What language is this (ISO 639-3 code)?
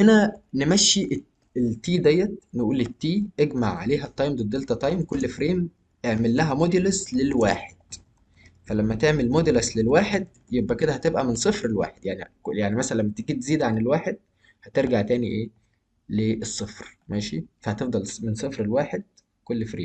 arz